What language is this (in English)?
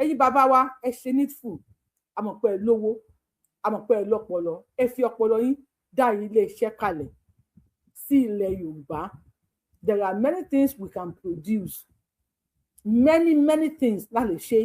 Yoruba